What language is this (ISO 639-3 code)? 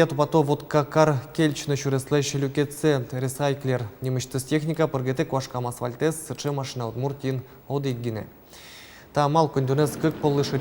udm